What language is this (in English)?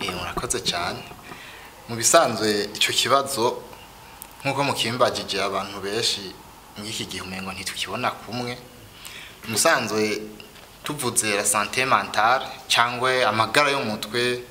Rundi